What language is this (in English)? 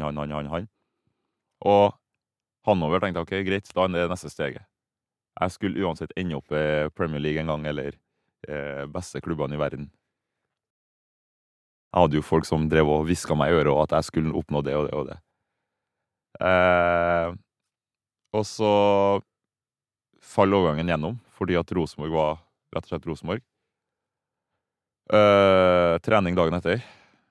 Norwegian